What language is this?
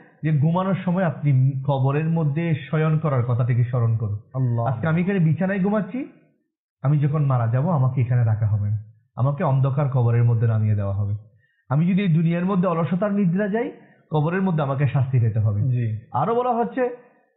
Bangla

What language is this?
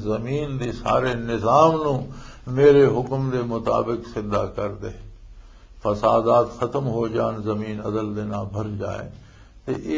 Western Panjabi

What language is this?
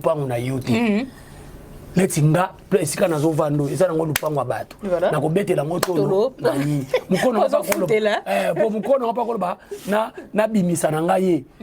Lingala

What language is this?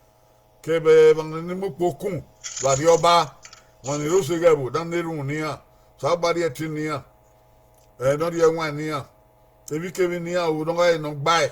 Bini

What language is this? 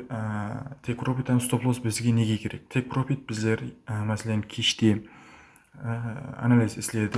Kara-Kalpak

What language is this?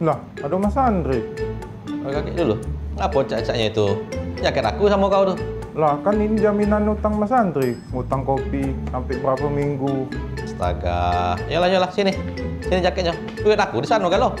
Musi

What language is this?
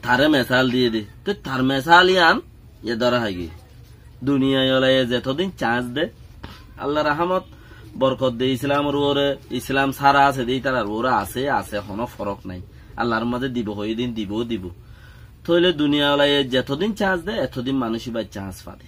Rohingya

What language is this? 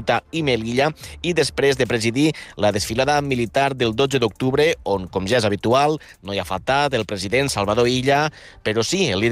Catalan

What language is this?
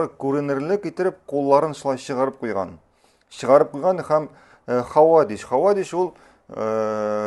Tatar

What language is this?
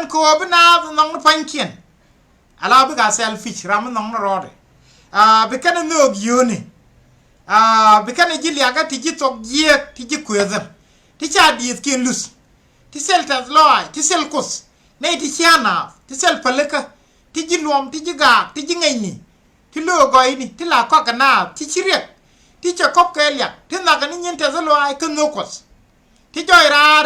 Nuer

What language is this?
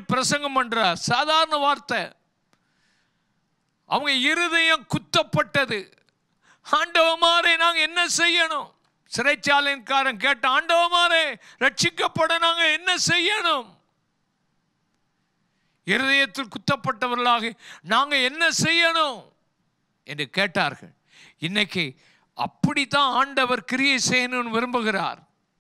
Tamil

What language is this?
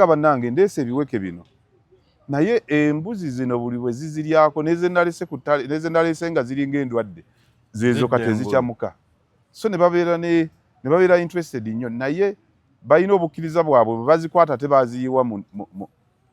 Ganda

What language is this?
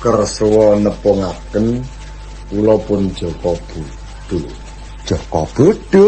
Javanese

